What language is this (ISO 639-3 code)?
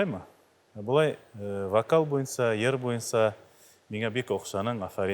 bak